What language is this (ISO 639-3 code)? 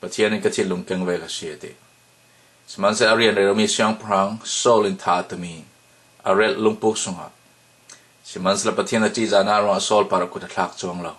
cfm